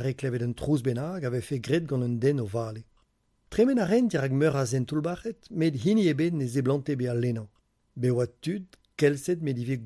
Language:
Breton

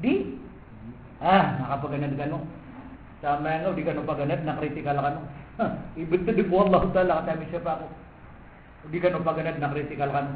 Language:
Maranao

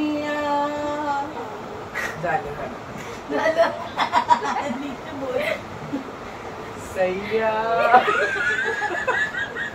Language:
Marathi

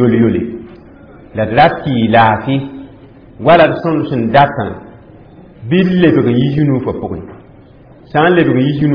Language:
Mossi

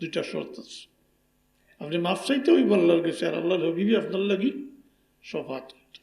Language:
Sylheti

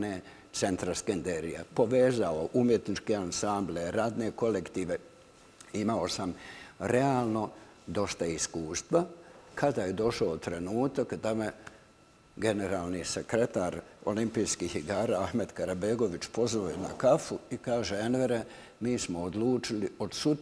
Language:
Bosnian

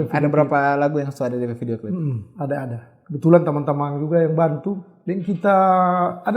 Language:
Manado Malay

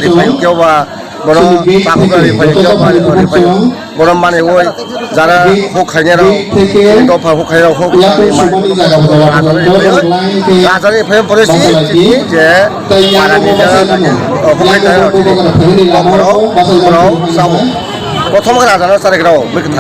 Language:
Kok Borok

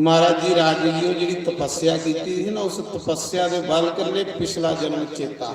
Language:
Dogri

